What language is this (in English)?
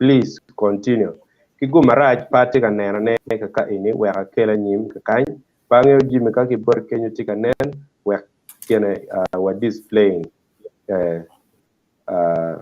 Acoli